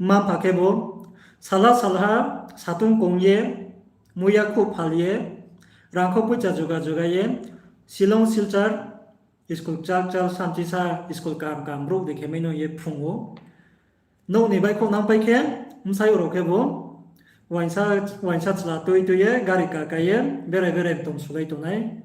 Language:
Riang (India)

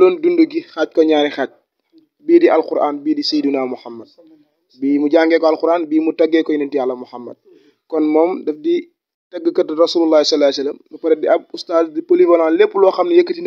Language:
Wolof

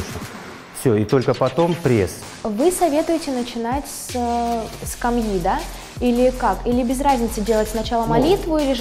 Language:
Russian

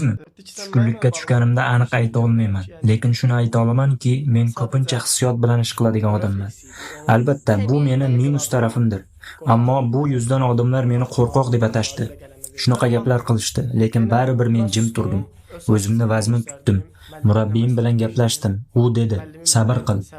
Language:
Uzbek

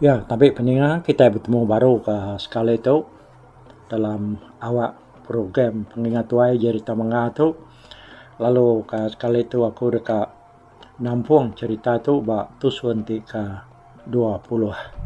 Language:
Iban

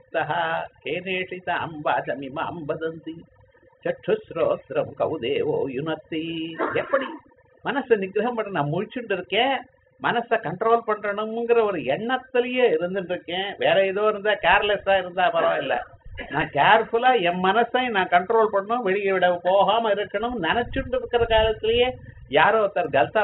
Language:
Tamil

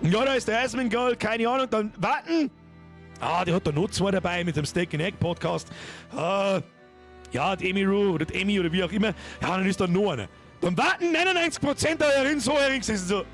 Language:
Bavarian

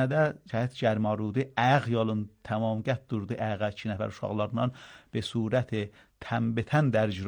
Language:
Azerbaijani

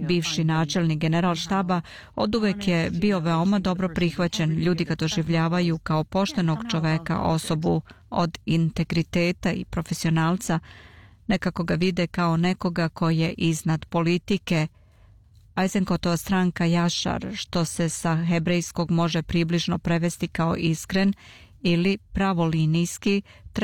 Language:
Serbian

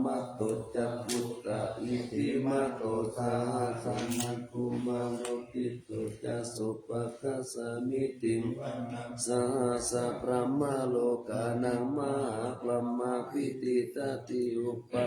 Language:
Pali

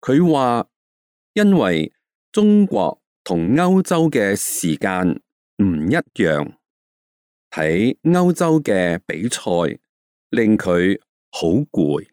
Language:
Cantonese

